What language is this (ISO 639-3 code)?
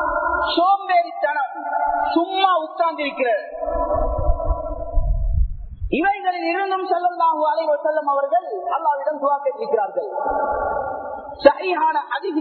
tam